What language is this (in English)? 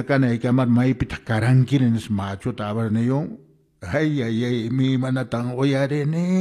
Quechua